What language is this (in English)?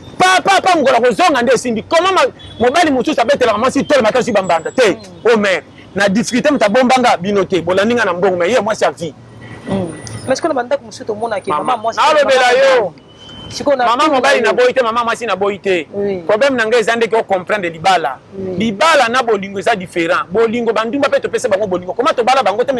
Lingala